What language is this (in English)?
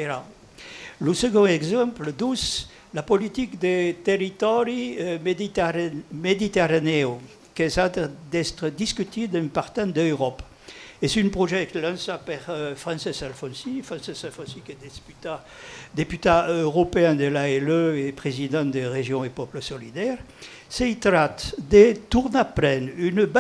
Occitan